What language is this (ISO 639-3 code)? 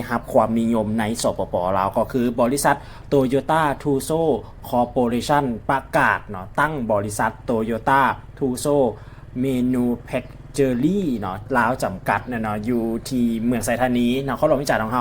lao